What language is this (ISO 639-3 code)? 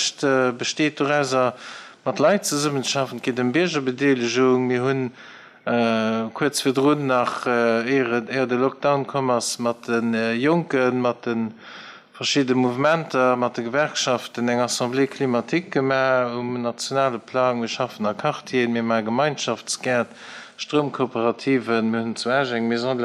ltz